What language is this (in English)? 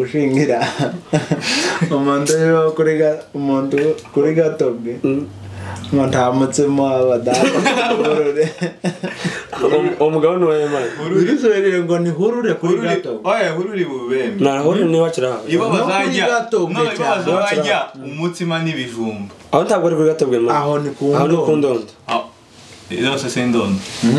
Kinyarwanda